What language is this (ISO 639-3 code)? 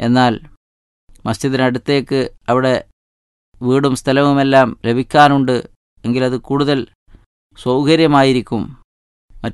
mal